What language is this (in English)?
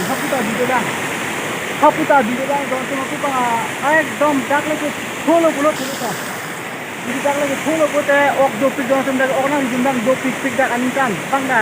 Karbi